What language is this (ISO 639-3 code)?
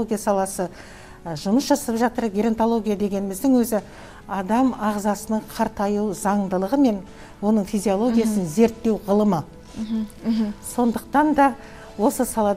kaz